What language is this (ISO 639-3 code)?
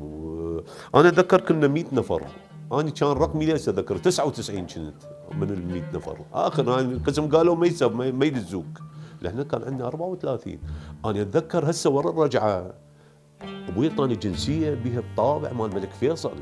acm